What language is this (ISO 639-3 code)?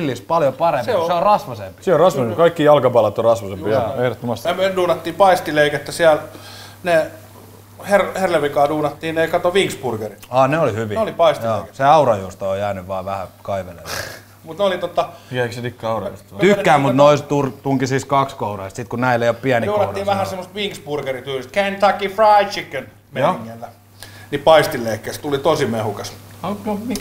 fin